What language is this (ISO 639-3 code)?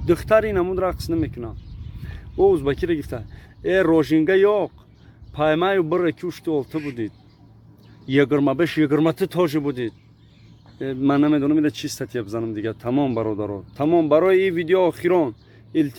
tgk